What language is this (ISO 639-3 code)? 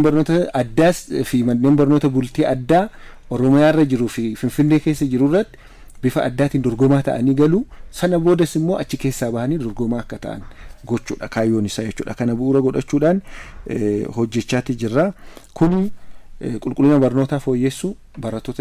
orm